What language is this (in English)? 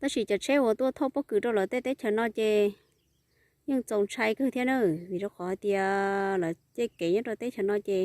Hmong